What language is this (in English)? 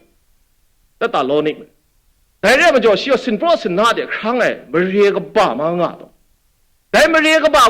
Kachin